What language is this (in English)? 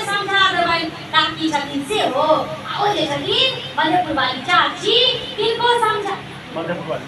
Maithili